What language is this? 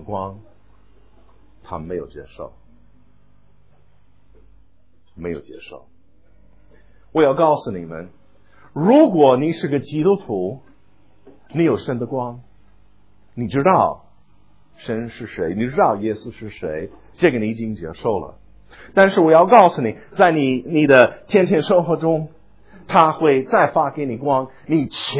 Chinese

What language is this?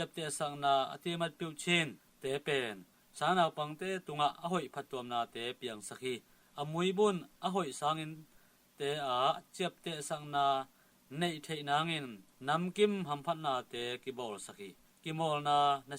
Tedim Chin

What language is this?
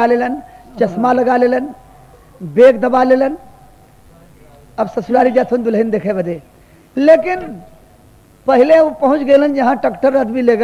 Bhojpuri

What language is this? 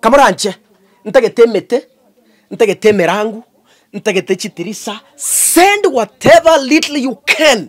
Gusii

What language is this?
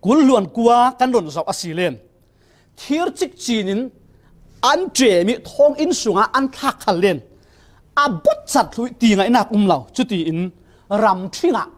Falam Chin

